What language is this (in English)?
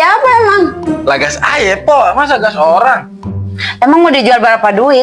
Betawi